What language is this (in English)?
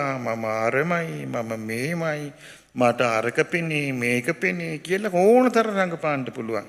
Sinhala